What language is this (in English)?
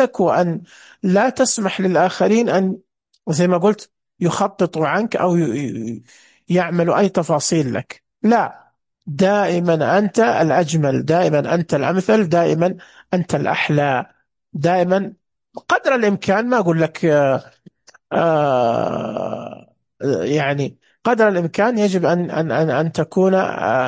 Najdi Arabic